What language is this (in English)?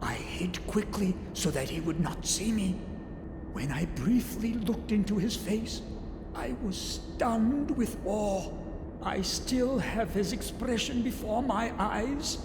Bavarian